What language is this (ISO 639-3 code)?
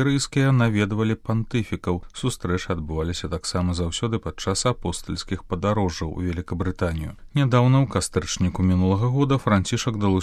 bel